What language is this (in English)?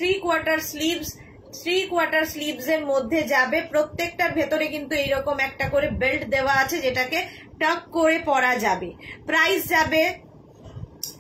Bangla